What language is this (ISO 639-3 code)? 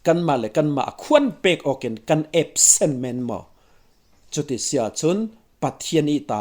cfm